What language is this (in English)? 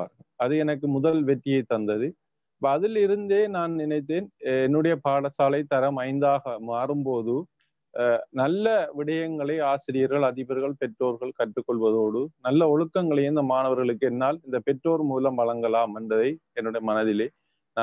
Tamil